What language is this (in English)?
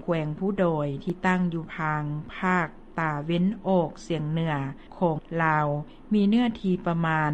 Lao